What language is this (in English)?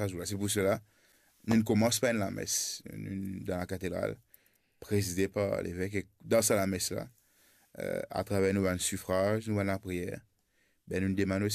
Morisyen